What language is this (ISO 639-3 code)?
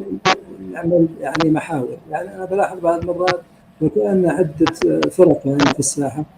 apc